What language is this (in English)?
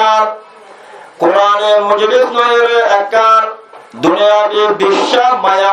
Rohingya